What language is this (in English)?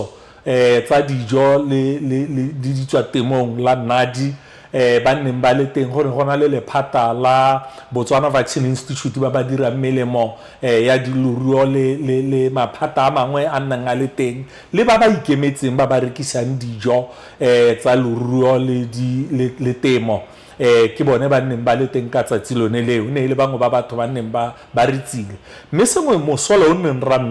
Tswana